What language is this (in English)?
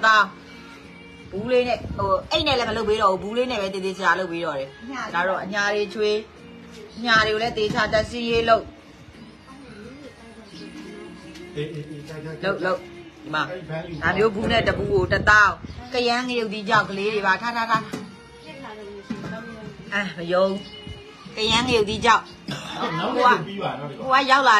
Burmese